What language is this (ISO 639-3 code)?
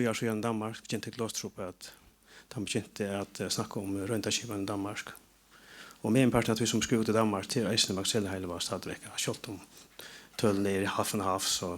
fao